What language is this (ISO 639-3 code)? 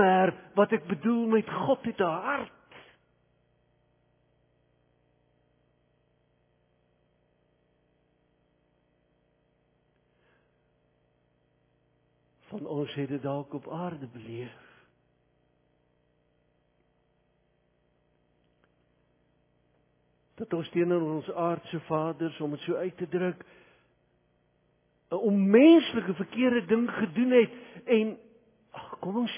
afr